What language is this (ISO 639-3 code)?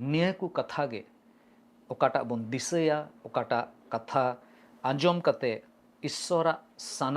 sat